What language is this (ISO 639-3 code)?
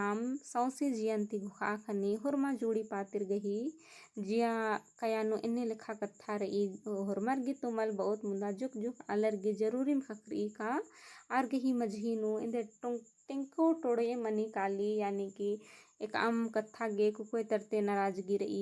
kru